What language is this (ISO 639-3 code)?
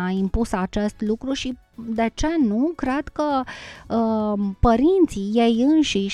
ron